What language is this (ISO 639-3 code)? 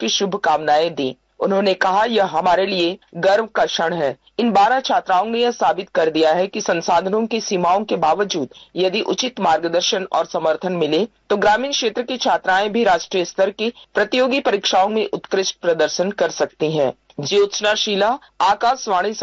hin